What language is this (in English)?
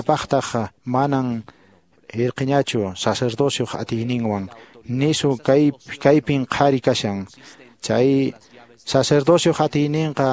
Quechua